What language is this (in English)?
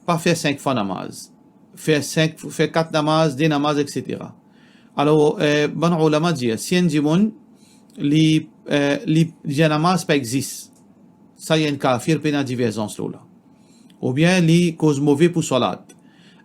Morisyen